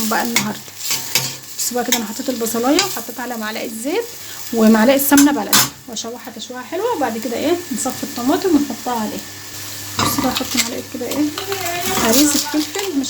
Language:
Egyptian Arabic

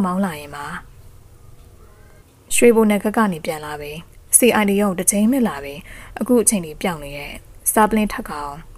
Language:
Burmese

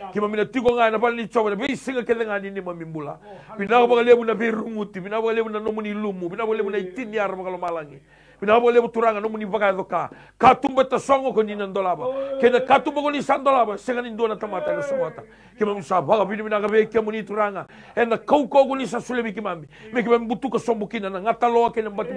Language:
Fijian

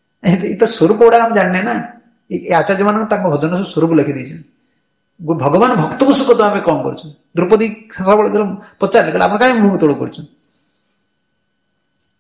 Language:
Odia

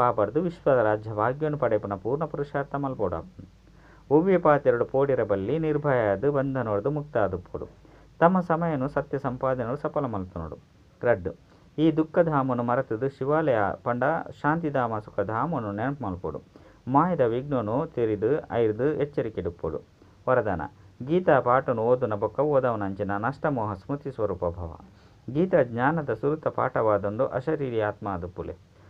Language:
Tulu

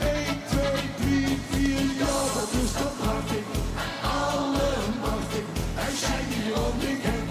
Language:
Limburgish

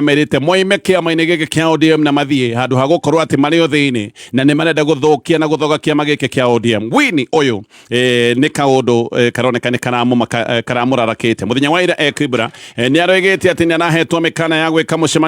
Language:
Kikuyu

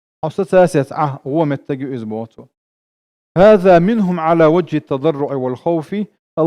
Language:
Chechen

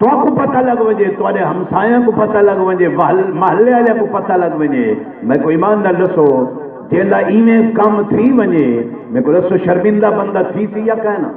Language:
Saraiki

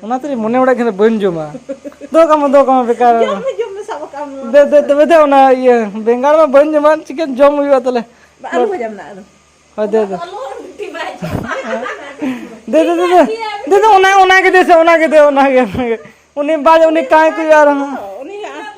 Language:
Santali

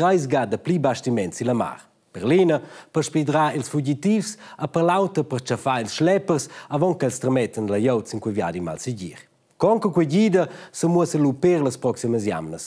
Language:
Romansh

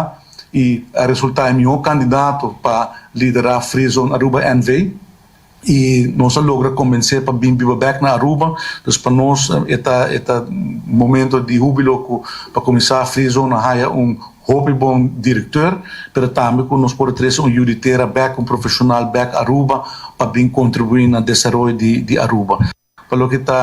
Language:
Papiamento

